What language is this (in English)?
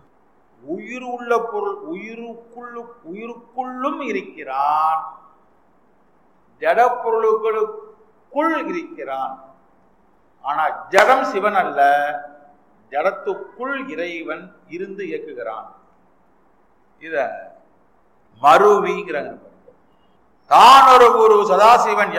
Tamil